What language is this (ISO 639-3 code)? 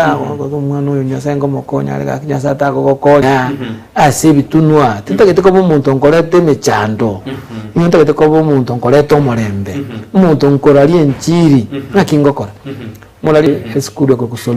guz